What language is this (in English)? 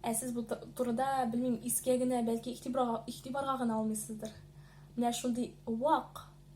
Tatar